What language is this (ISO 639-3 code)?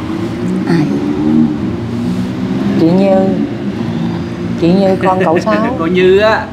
vie